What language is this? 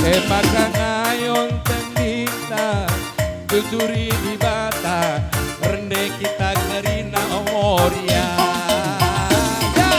Batak Karo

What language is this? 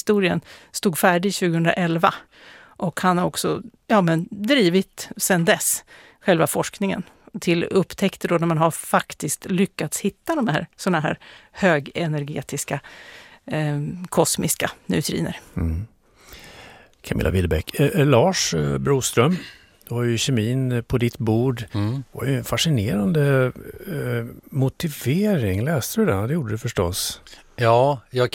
Swedish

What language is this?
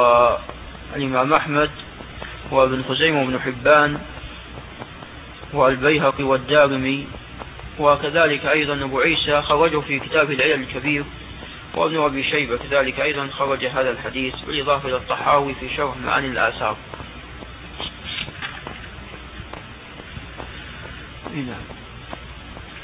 Arabic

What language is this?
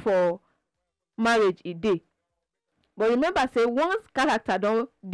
Nigerian Pidgin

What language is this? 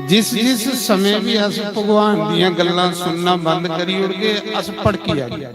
Dogri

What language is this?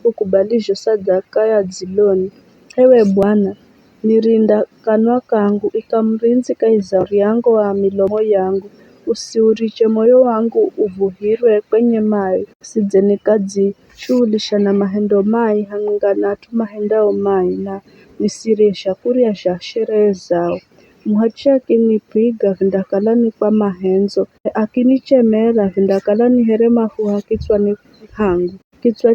Giryama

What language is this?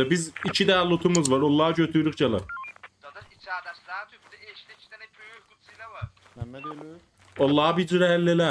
South Azerbaijani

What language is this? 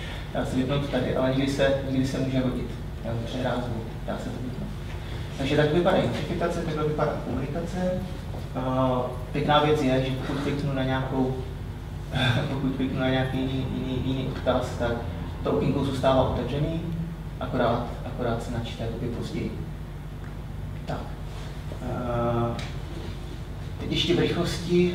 Czech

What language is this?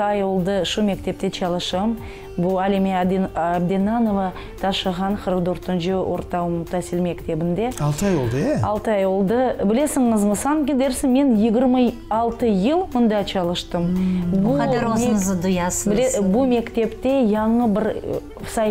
Crimean Tatar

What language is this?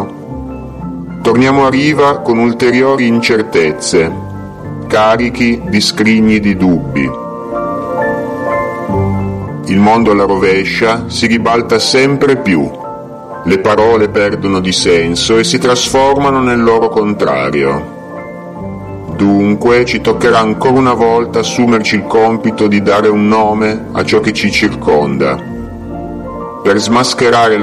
Italian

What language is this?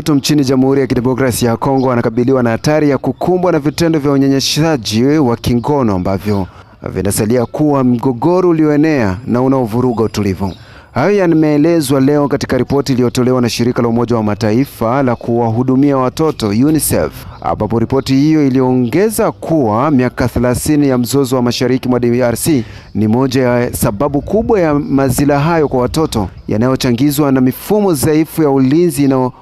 Swahili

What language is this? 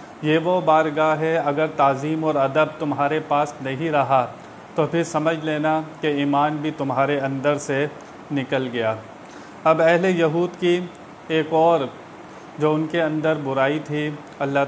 Urdu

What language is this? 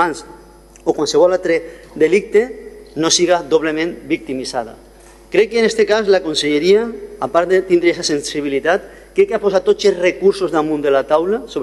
Catalan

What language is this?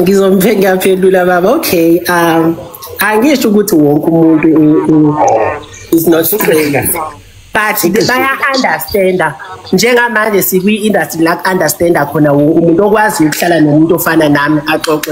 Zulu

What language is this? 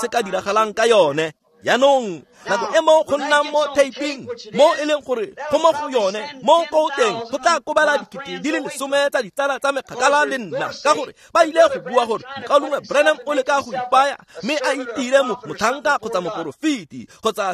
Tswana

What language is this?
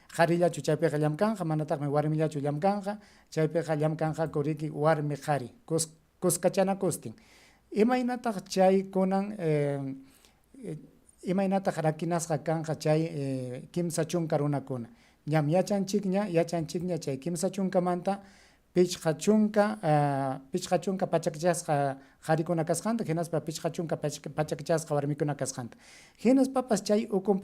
Ayacucho Quechua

